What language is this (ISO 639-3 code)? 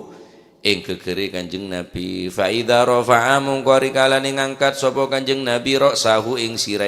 mad